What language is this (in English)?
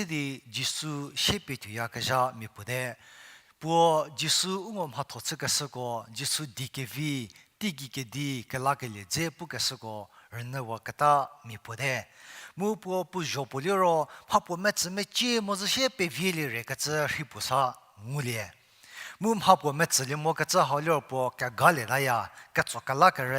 Angami Naga